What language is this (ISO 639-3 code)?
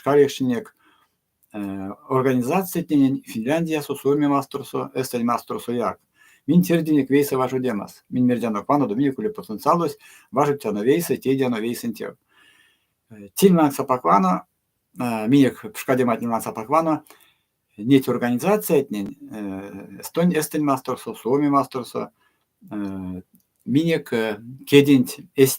myv